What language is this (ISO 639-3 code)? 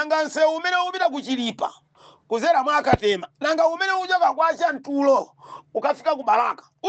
nya